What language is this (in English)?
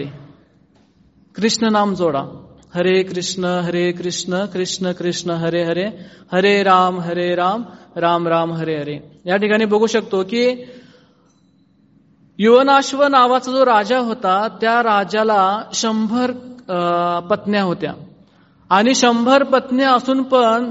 Marathi